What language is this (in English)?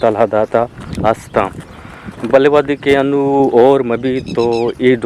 Eastern Balochi